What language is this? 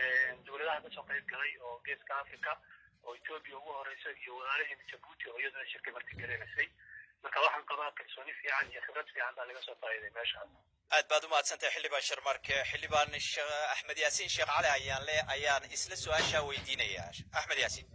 Somali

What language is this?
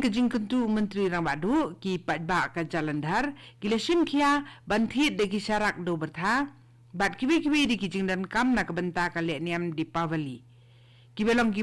Khasi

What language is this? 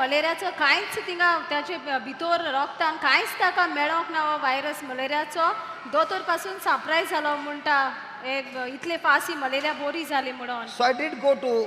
Konkani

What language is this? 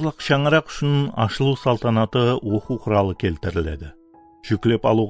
Kara-Kalpak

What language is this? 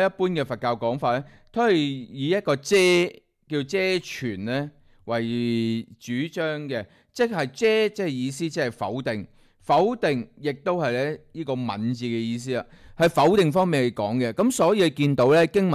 Cantonese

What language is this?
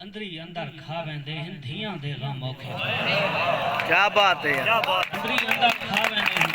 Saraiki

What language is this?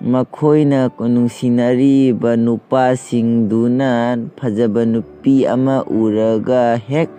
Manipuri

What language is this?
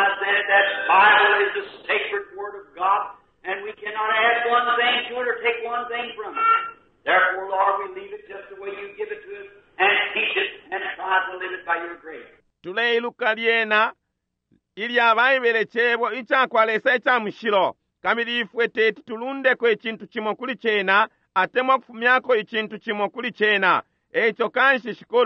Bemba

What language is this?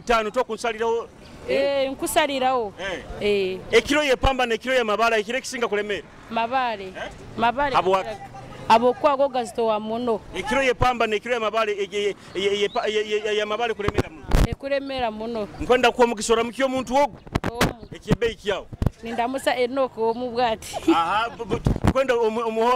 Nyoro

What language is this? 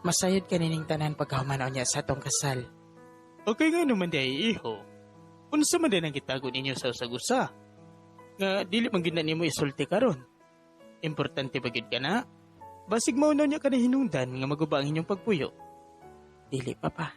Cebuano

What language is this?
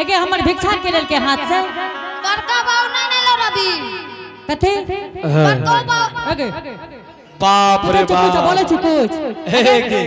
Angika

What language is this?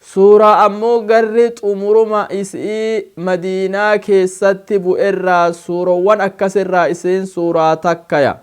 Oromo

